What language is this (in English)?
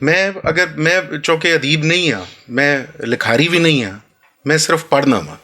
Western Panjabi